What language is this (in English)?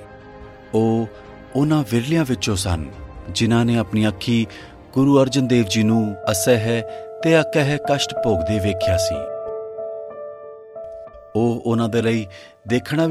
Punjabi